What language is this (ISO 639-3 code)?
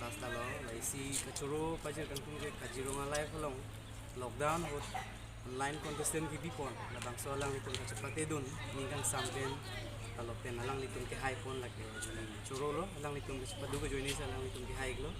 mjw